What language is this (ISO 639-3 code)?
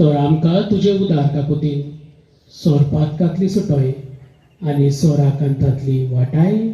kok